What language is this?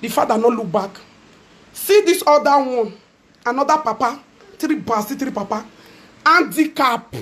Nigerian Pidgin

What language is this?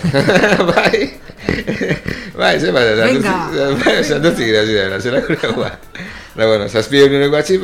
Basque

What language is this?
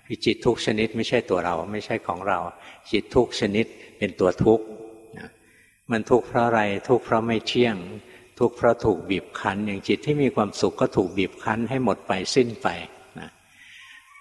Thai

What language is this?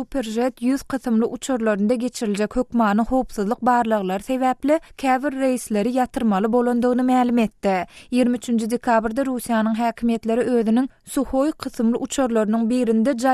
Turkmen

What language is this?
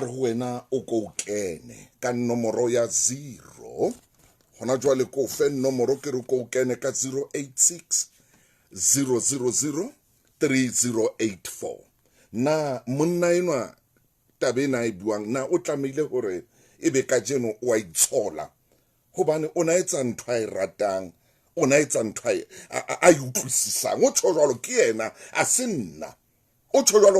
Southern Sotho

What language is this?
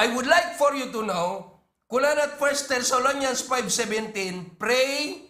Iloko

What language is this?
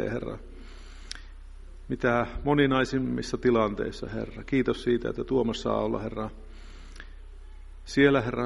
Finnish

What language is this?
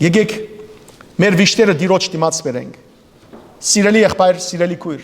Western Armenian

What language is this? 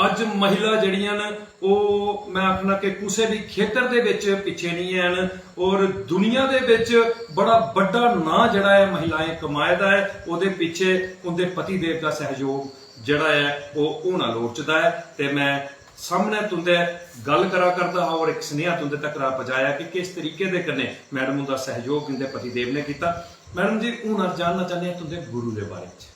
Dogri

